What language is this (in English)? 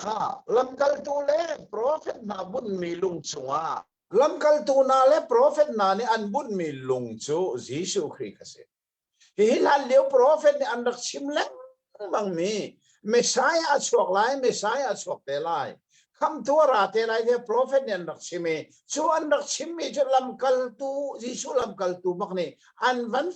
Hakha Chin